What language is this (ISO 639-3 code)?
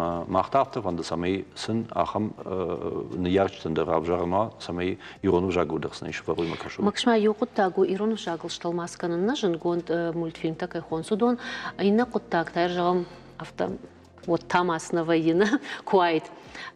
oss